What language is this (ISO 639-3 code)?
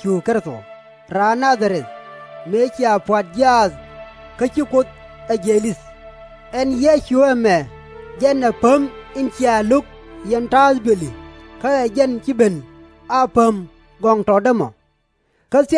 nus